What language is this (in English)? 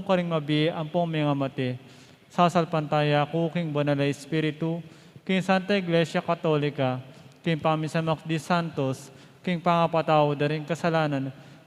Pampanga